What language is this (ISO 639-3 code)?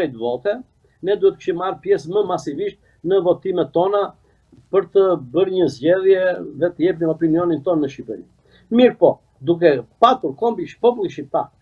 sqi